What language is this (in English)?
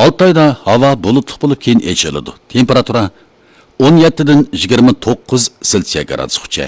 Uyghur